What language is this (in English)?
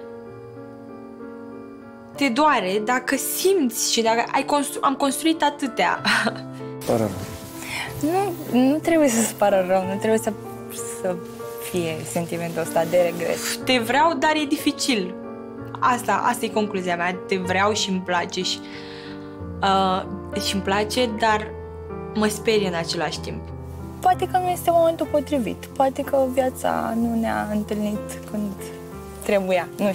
Romanian